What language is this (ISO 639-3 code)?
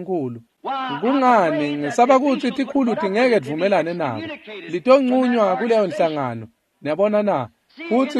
ssw